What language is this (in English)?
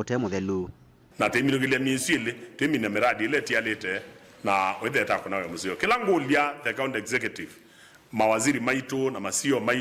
Kamba